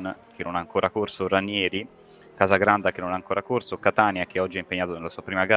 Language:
Italian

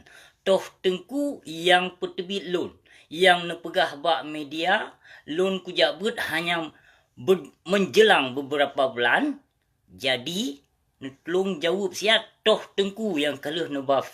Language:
Achinese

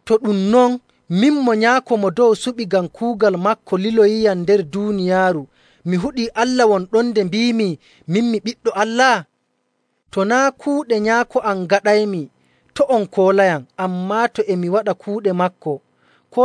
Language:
Nigerian Fulfulde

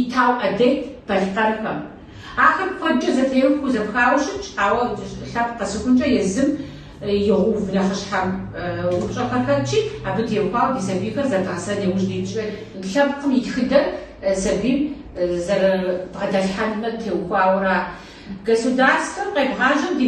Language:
Kabardian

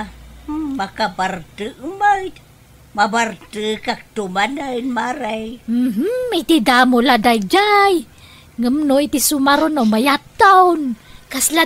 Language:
Iloko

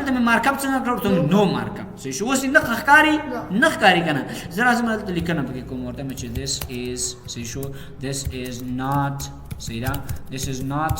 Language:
Pashto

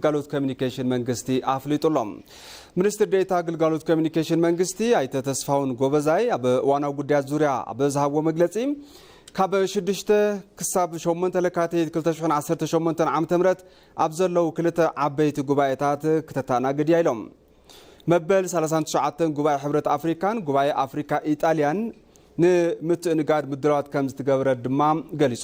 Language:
Tigrinya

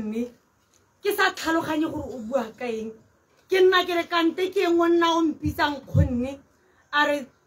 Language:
Tswana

